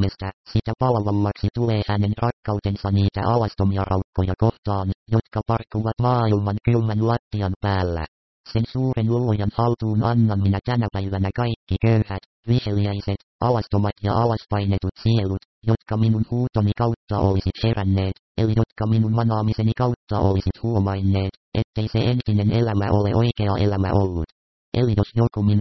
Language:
Finnish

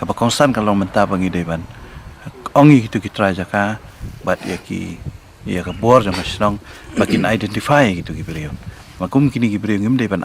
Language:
Khasi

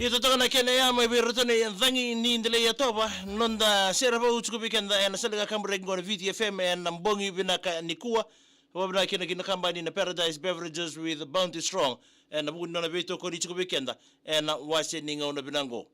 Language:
Fijian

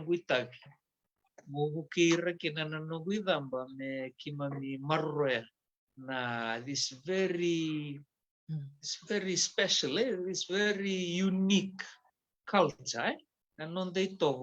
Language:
Fijian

